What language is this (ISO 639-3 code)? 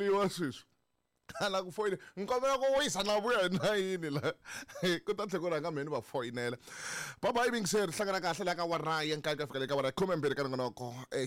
tso